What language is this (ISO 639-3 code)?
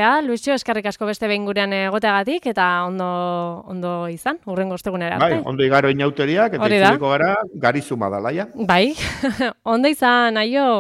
eus